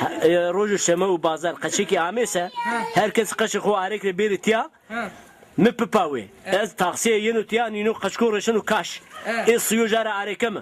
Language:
Zaza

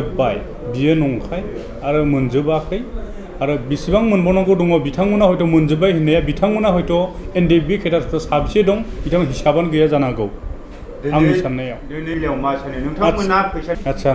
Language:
Bodo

